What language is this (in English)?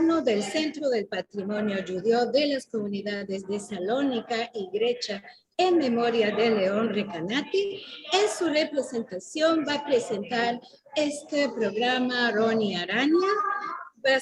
Ladino